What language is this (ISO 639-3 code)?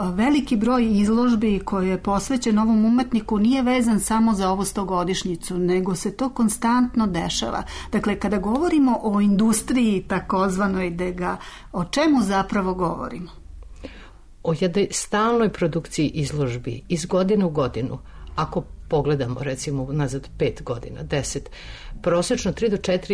srp